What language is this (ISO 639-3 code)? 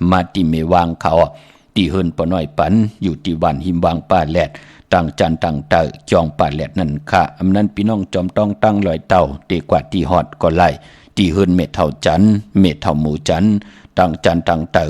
shn